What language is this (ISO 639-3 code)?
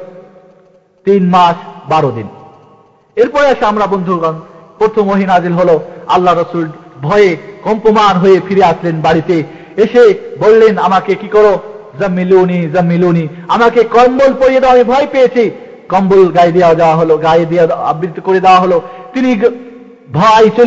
ben